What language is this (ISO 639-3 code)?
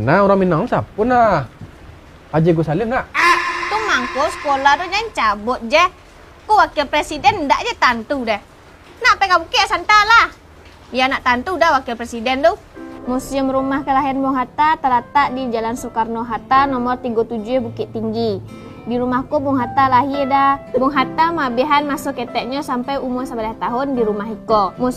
min